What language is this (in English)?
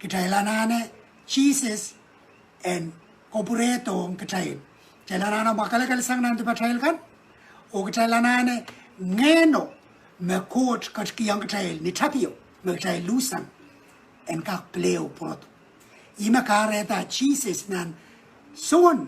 Pohnpeian